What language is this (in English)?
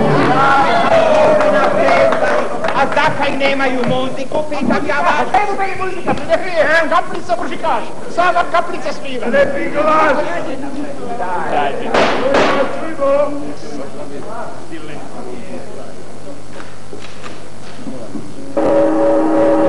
Croatian